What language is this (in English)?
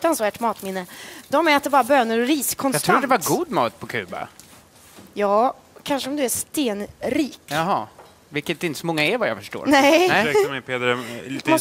Swedish